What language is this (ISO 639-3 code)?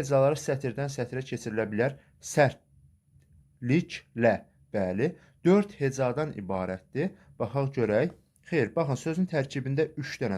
aze